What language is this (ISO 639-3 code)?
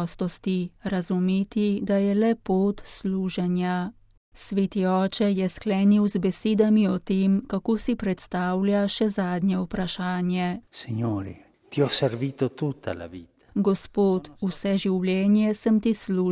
slv